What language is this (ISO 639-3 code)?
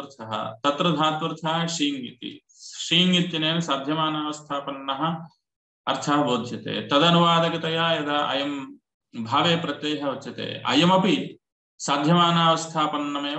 san